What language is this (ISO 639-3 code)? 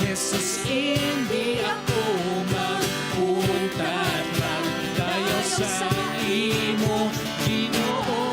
hil